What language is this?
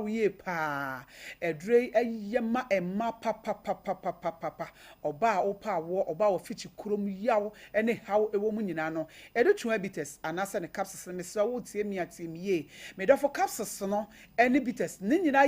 Akan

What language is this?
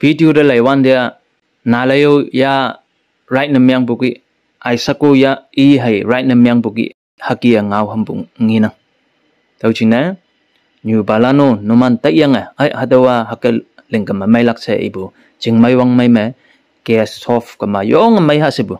Konyak Naga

